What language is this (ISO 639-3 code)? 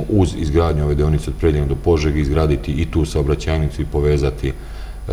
srp